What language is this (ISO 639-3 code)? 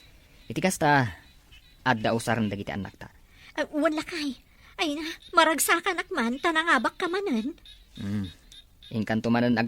ilo